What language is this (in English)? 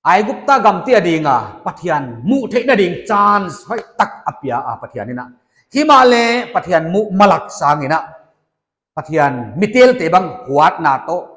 Paite Chin